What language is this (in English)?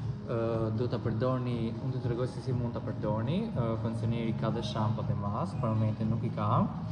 Albanian